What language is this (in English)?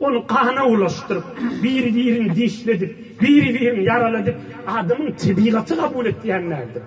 Turkmen